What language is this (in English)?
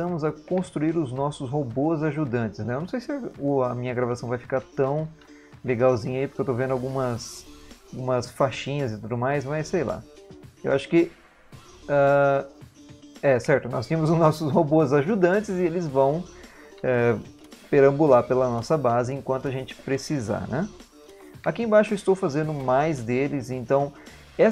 Portuguese